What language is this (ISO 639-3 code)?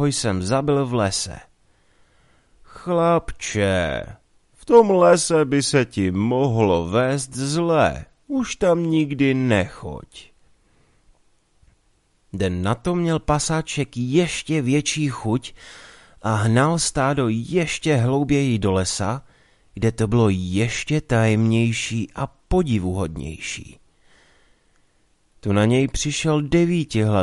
ces